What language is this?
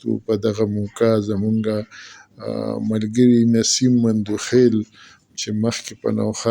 Pashto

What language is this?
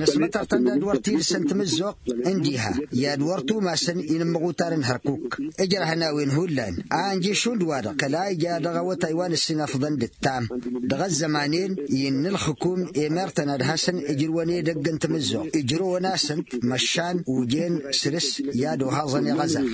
Tamasheq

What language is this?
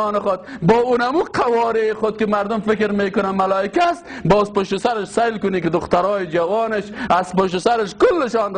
Persian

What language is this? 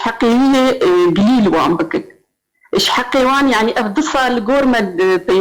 Kurdish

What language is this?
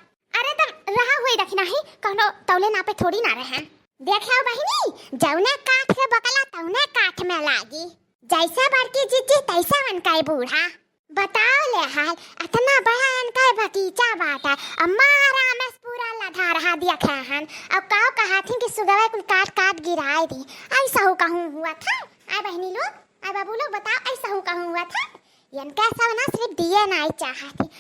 Awadhi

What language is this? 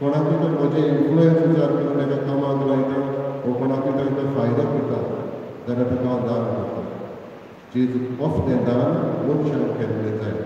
Konkani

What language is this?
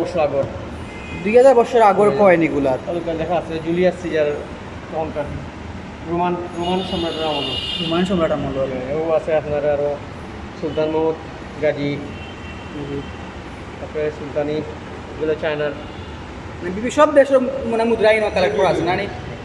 Sylheti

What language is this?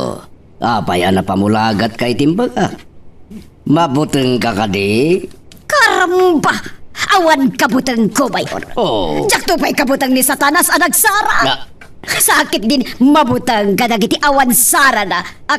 Iloko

